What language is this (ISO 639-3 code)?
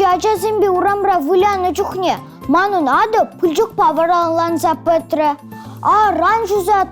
chv